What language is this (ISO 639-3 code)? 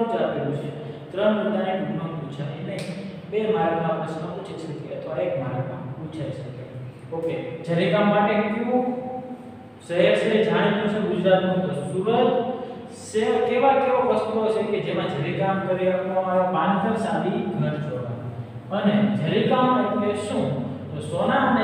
guj